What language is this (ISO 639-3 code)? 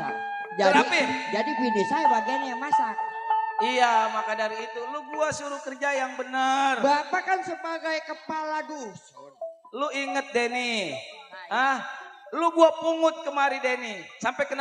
bew